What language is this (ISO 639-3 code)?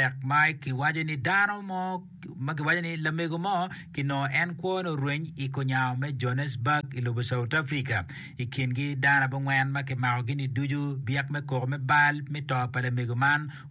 ach